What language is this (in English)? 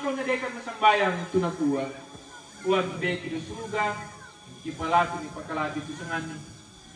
Toraja-Sa'dan